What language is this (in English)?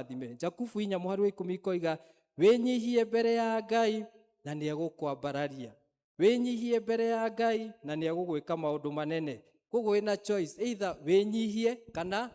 Kikuyu